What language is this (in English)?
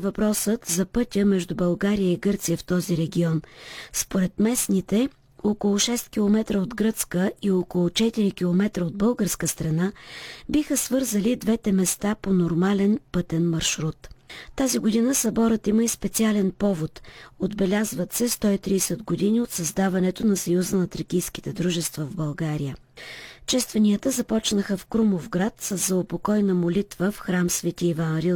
Bulgarian